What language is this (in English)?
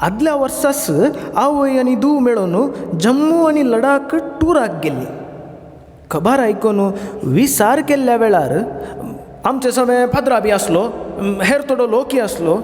Konkani